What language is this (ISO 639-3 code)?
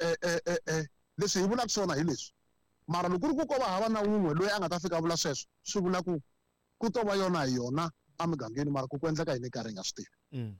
tso